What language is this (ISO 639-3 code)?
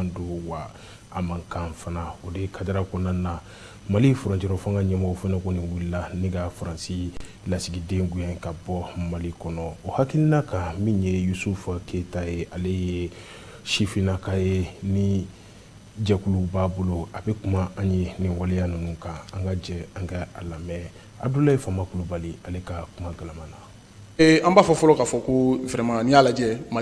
bam